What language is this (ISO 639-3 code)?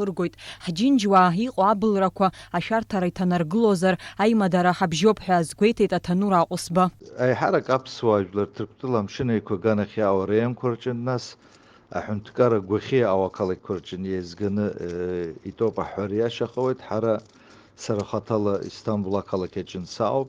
abk